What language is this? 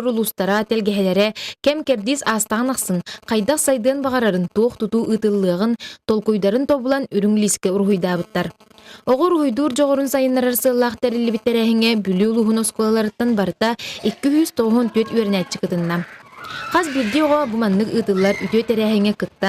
Yakut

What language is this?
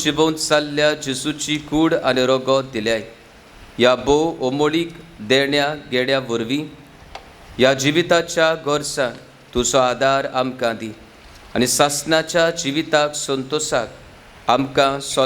Konkani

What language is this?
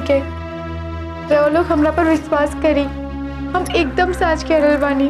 Bhojpuri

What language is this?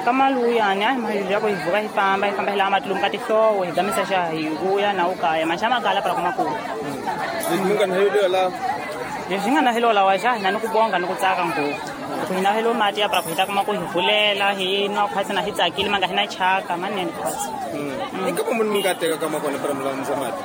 Tsonga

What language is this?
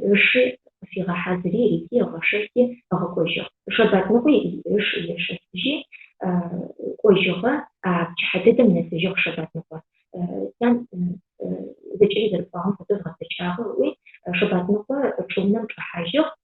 Adyghe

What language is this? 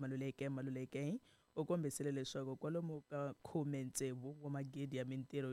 Tsonga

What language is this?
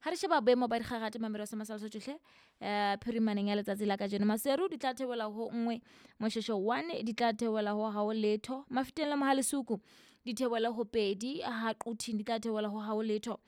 Southern Sotho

